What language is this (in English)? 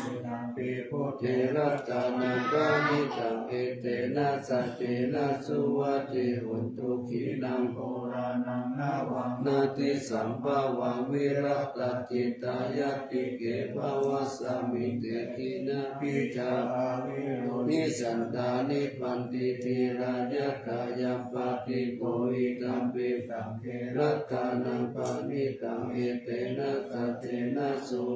Pali